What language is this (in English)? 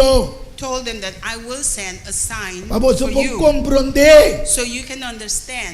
Papiamento